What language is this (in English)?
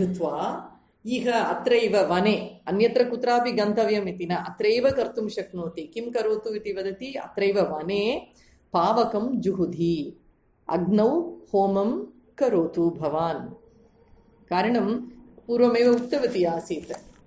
Sanskrit